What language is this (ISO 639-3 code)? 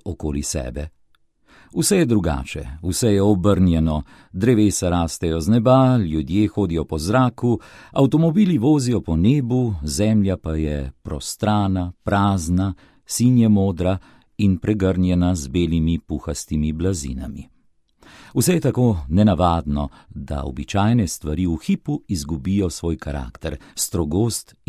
slv